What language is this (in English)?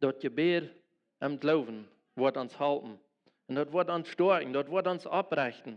Plautdietsch